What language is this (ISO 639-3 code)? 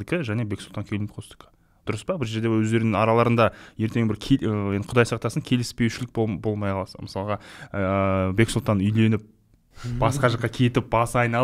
kaz